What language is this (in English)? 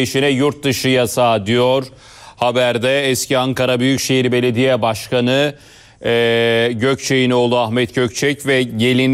Turkish